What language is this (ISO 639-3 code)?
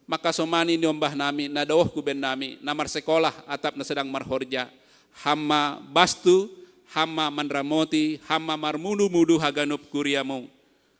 bts